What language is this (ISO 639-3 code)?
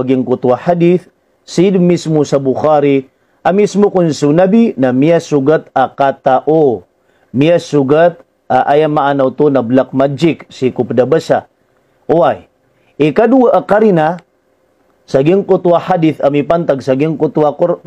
mrw